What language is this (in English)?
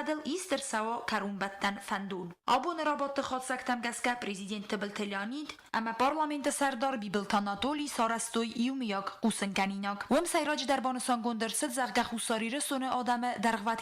Ossetic